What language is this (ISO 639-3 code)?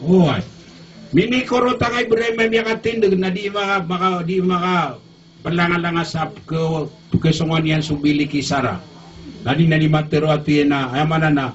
mrw